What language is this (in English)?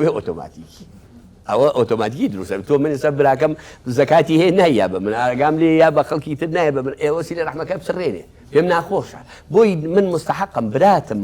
Central Kurdish